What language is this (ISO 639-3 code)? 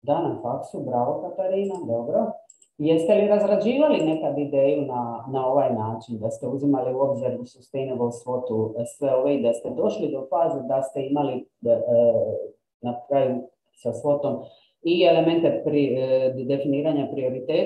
hrv